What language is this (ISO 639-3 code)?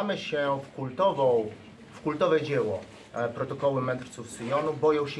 pol